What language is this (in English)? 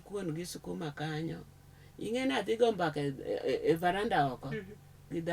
Luo (Kenya and Tanzania)